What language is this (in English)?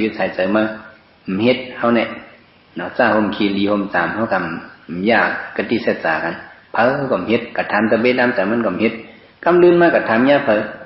Shan